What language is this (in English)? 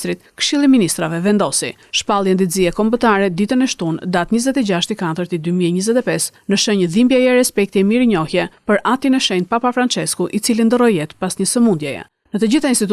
Albanian